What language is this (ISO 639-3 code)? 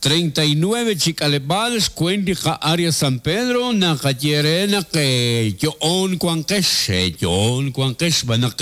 kek